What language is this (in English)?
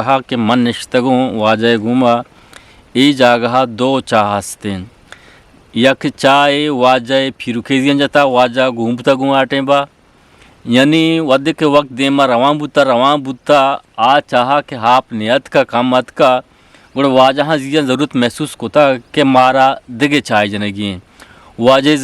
Eastern Balochi